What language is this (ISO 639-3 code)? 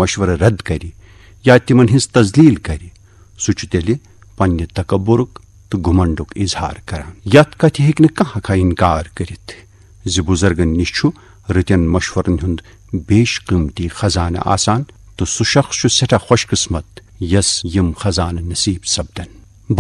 kas